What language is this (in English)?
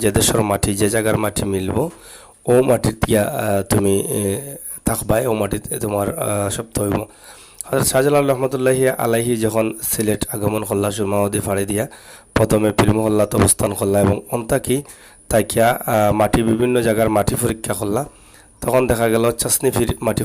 Sylheti